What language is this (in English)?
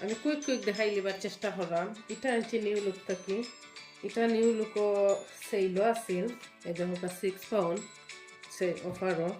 Sylheti